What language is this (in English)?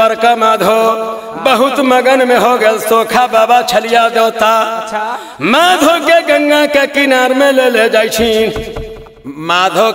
Bhojpuri